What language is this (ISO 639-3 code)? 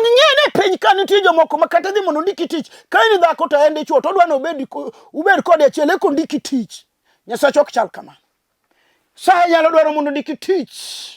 luo